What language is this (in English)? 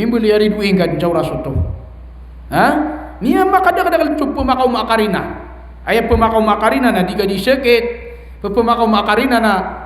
Maranao